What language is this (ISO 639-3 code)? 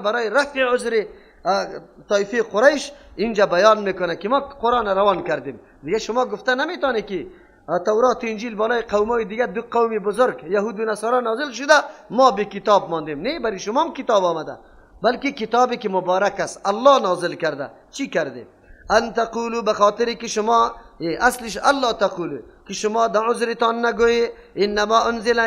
fas